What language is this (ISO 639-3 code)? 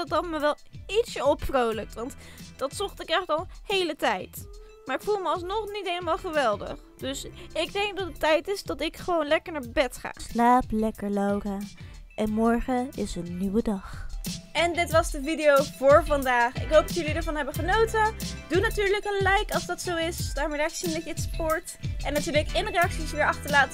nld